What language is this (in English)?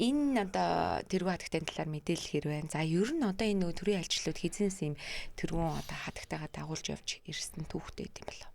Mongolian